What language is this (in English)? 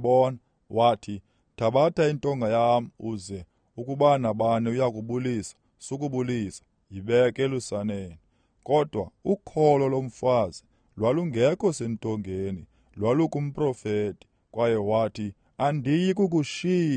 Xhosa